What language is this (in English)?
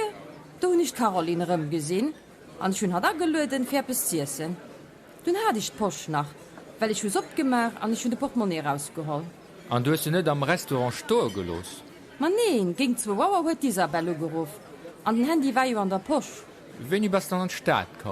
Luxembourgish